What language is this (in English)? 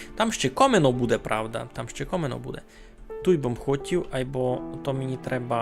Rusyn